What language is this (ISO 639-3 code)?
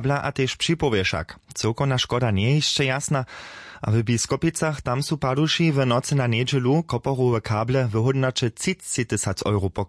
hsb